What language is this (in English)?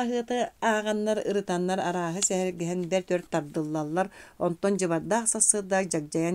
Yakut